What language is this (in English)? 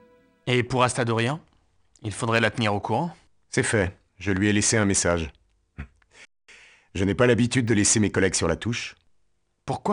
French